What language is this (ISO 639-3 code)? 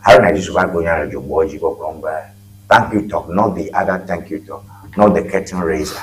ewe